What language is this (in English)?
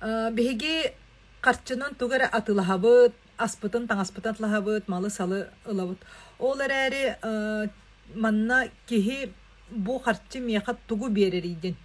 Yakut